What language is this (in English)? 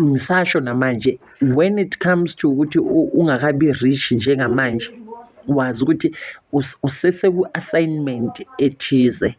Zulu